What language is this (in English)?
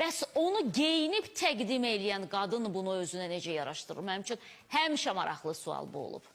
Azerbaijani